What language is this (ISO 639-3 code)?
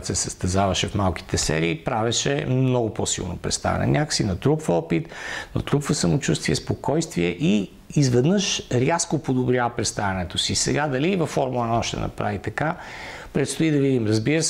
bul